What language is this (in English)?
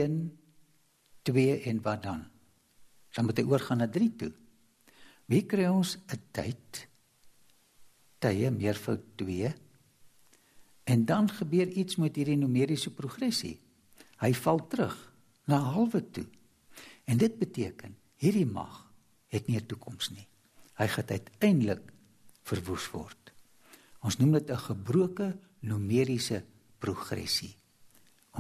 Afrikaans